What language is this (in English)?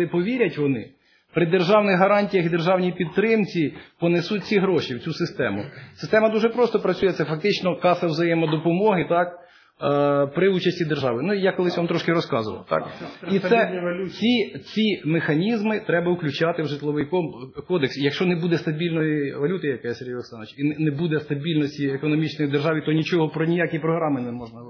Ukrainian